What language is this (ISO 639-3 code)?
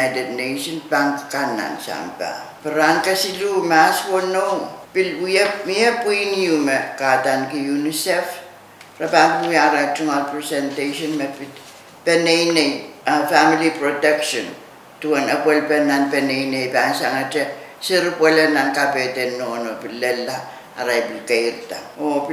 pon